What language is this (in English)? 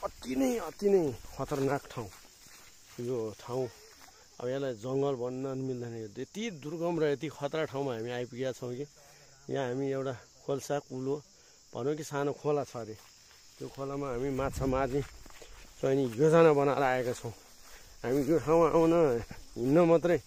Nepali